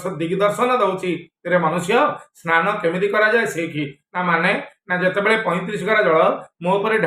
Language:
Odia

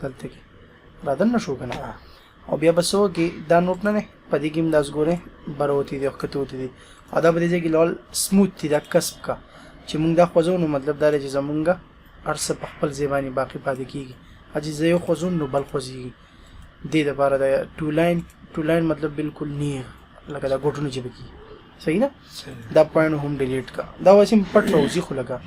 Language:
Pashto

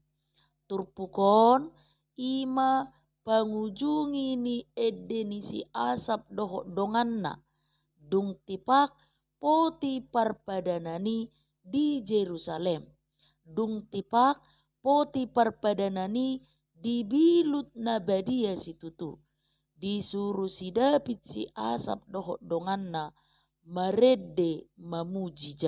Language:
Batak Toba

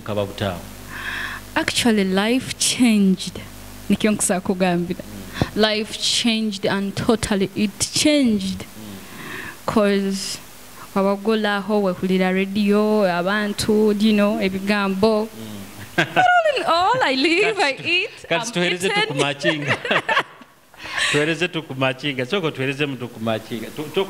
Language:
Nyoro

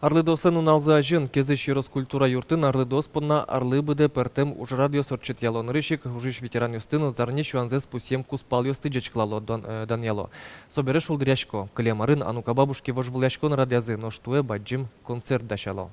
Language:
Udmurt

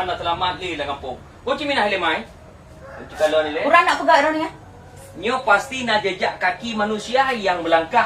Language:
Achinese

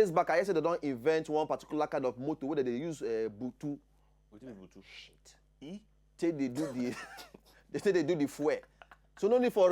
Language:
Nigerian Pidgin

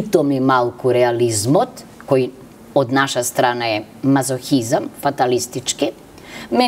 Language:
Macedonian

